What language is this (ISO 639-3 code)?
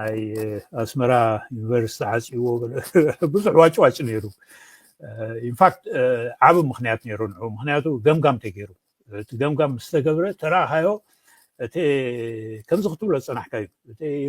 tir